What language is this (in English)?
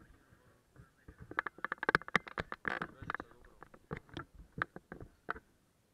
Italian